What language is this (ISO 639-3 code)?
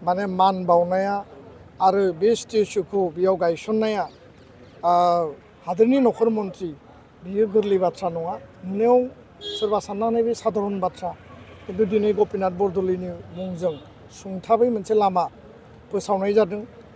brx